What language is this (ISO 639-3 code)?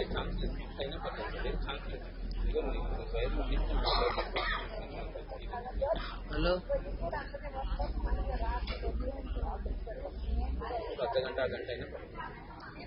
tel